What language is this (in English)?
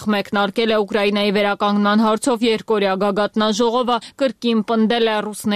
Armenian